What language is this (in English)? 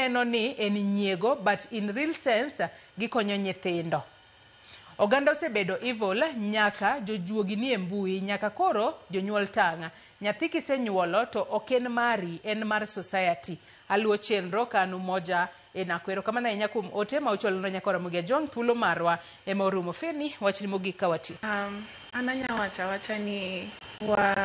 Luo (Kenya and Tanzania)